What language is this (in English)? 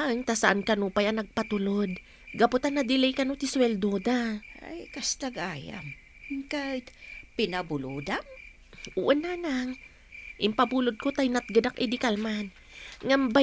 Iloko